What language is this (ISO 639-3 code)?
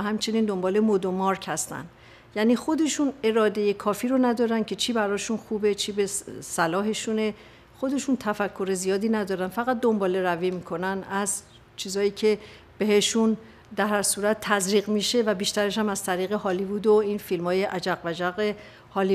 fas